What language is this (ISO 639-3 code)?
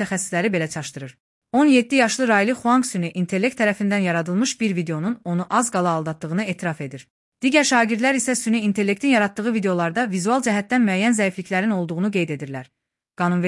aze